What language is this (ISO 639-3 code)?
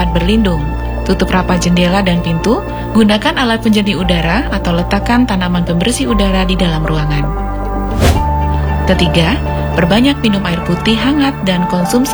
ind